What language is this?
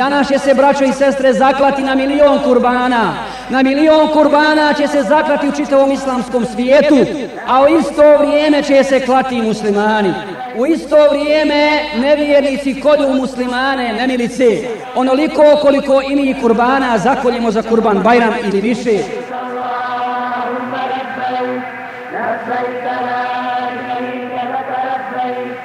Bosnian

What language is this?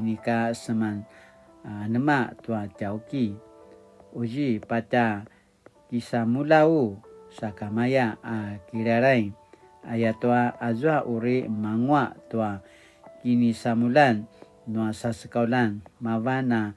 Paiwan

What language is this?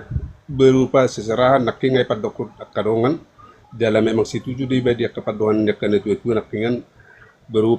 Batak Toba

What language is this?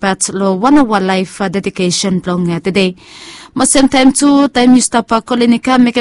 Bislama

